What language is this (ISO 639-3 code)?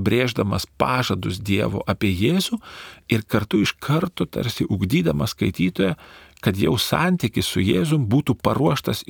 lit